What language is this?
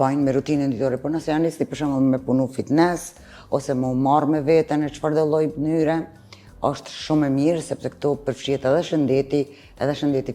Albanian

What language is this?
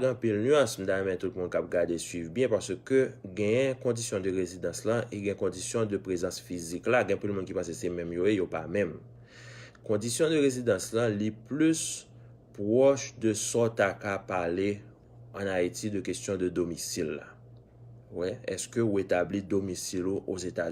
Haitian Creole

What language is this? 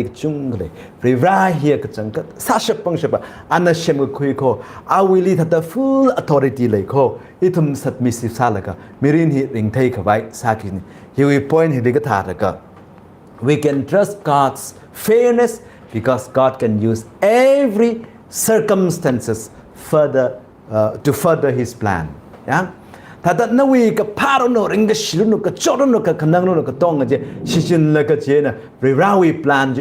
Tangkhul Naga (India)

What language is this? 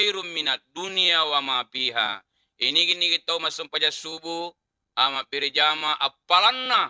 Buginese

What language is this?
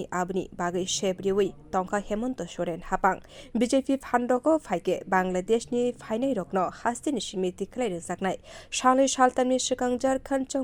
Kok Borok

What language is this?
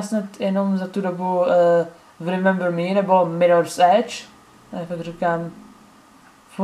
Czech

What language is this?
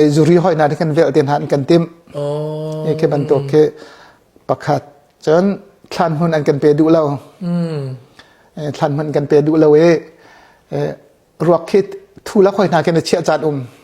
Hakha Chin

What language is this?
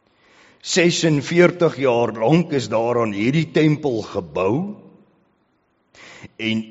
Afrikaans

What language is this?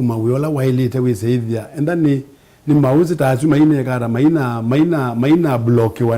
Kamba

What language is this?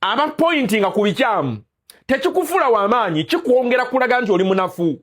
Ganda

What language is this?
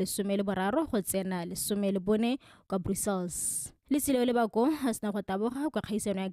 Tswana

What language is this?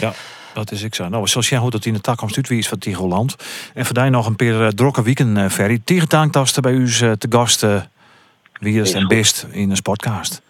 Western Frisian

